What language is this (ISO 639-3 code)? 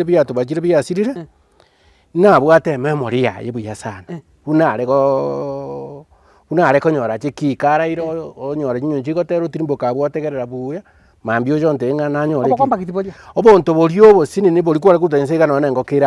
guz